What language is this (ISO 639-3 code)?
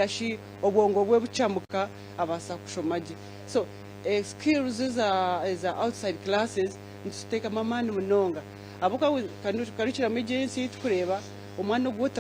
nyn